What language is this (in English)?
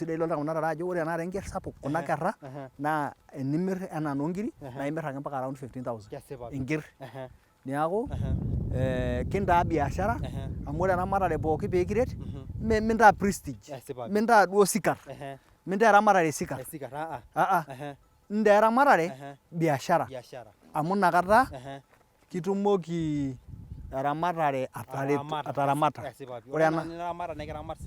Masai